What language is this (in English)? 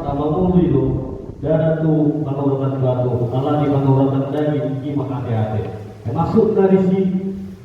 Batak Toba